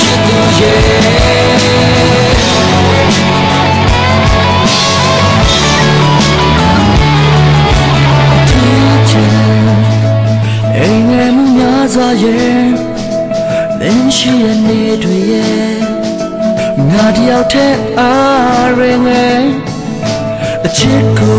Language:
Burmese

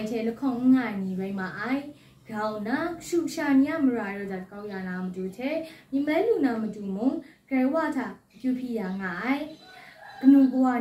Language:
Kachin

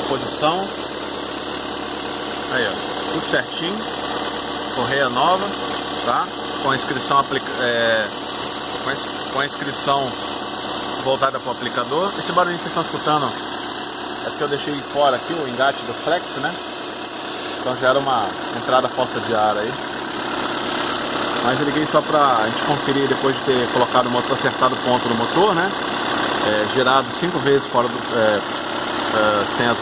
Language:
Portuguese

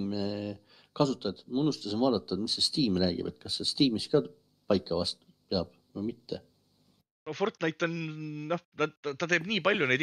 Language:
Estonian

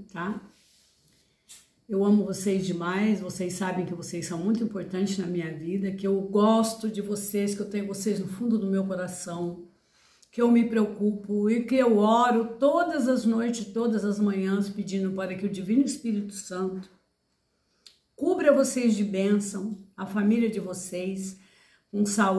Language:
Portuguese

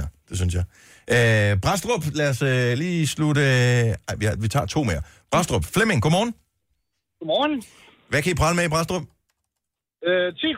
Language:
Danish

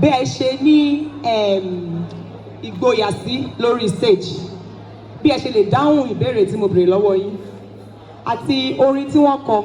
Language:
Yoruba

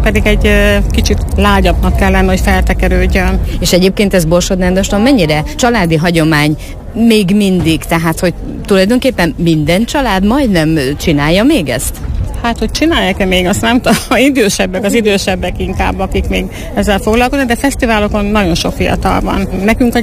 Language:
Hungarian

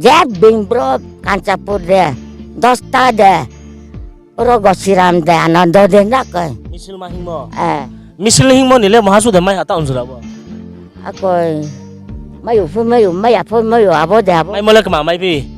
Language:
Riang (India)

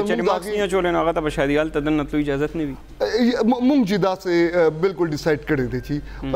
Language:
Pashto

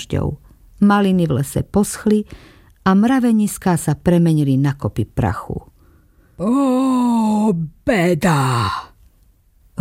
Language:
Slovak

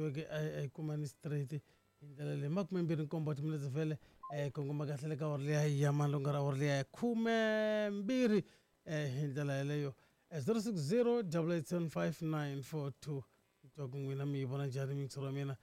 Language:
Tsonga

